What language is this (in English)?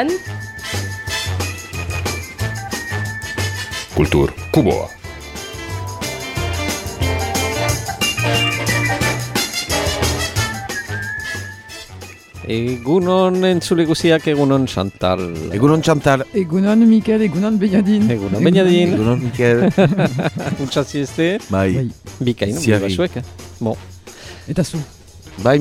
Basque